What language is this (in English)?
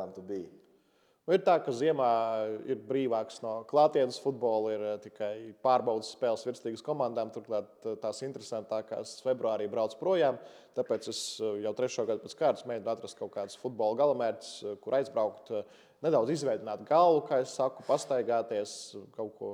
Latvian